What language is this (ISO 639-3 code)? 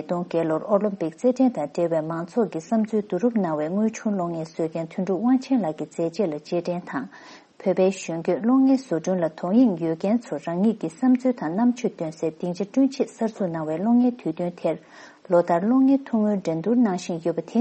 bod